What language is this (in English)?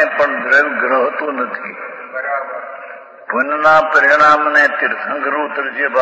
Gujarati